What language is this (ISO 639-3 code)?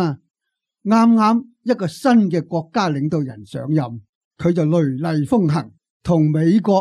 yue